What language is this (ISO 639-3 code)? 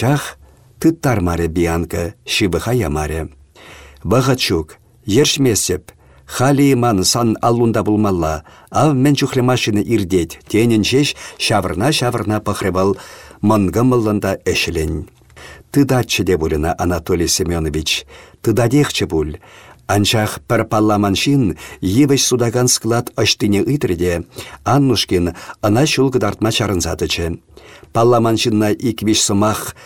chv